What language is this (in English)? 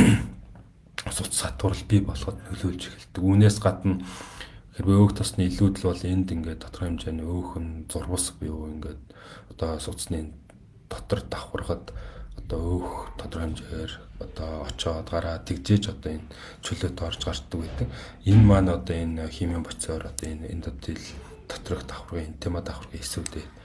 Mongolian